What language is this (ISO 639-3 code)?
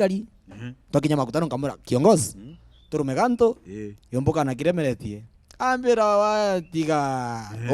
mer